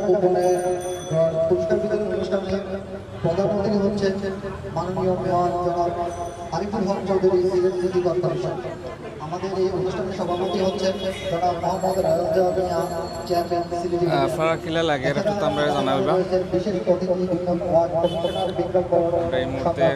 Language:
Sylheti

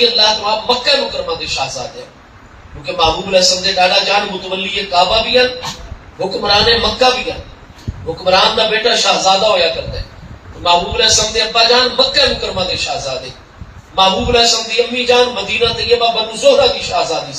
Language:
Saraiki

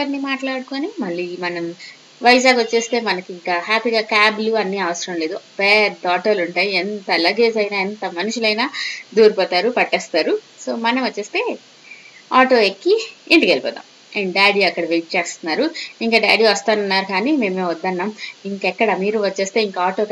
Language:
Telugu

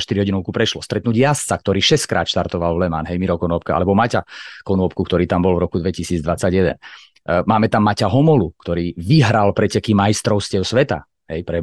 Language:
Slovak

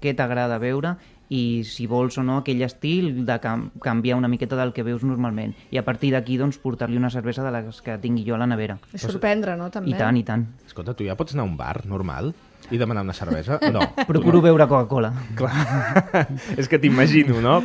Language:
Catalan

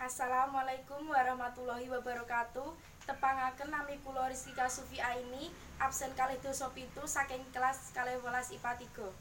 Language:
Javanese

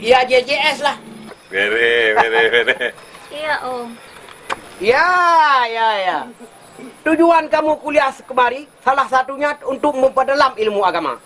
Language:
Achinese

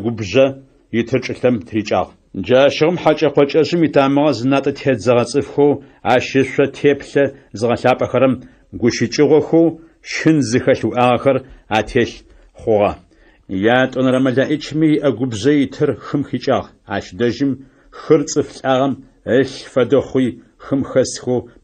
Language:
Adyghe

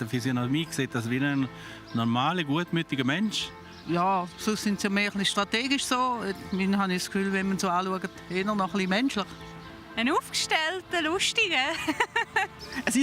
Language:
Swiss German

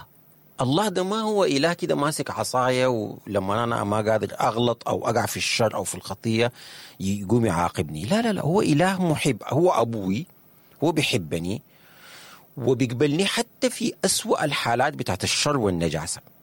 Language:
Sudanese Arabic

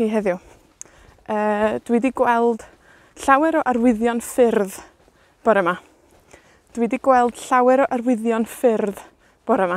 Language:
Welsh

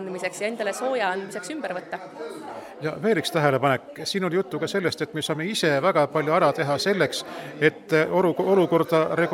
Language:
Estonian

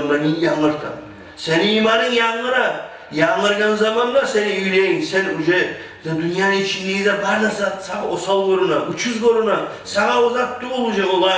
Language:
Kumyk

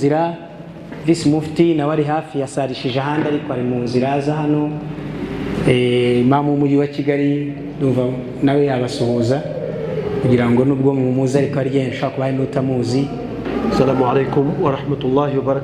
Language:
Kinyarwanda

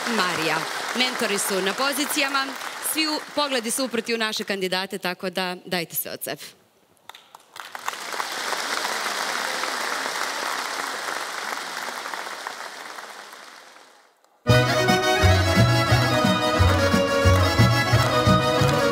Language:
Serbian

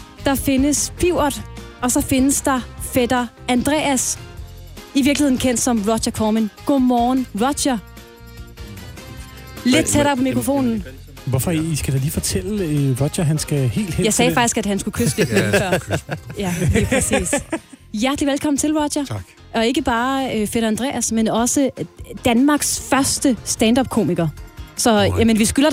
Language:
Danish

